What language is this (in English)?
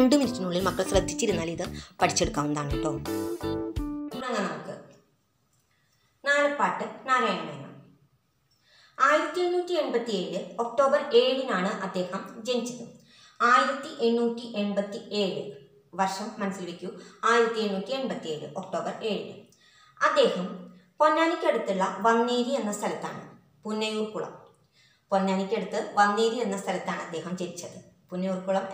Malayalam